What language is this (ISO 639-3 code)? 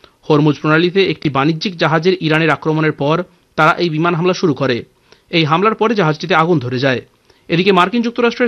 ben